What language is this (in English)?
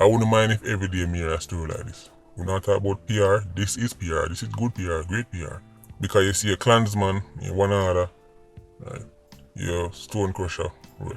Jamaican Creole English